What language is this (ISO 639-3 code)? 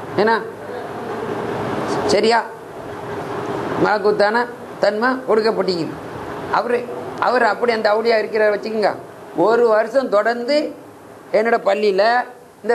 tam